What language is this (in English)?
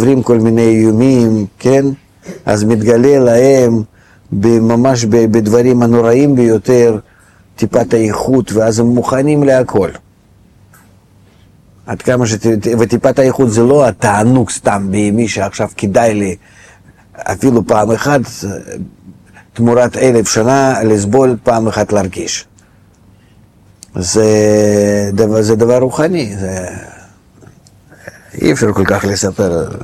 Hebrew